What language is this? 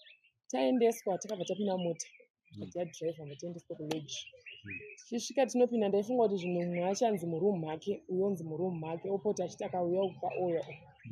Shona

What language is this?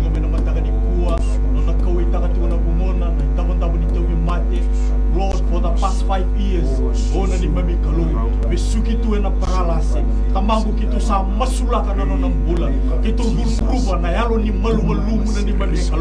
Fijian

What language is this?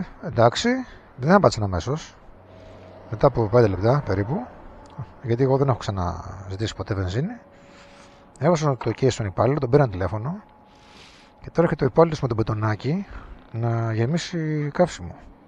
Greek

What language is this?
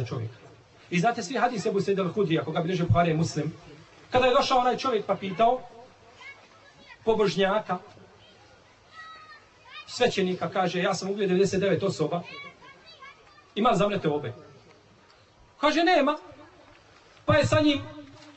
Bosnian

